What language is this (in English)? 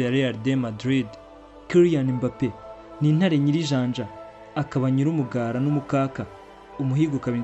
Kinyarwanda